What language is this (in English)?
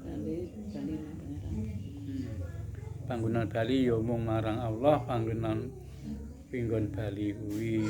Javanese